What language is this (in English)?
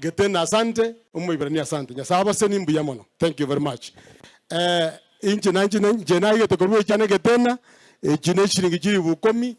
Gusii